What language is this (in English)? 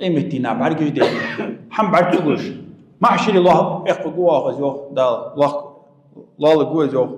Ingush